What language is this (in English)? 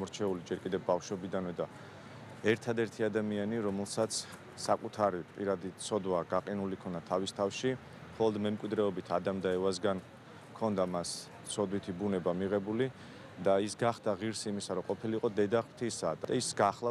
Georgian